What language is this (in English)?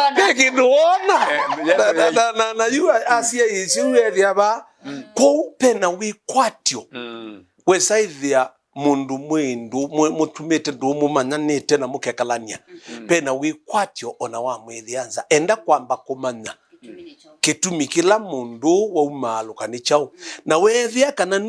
Kamba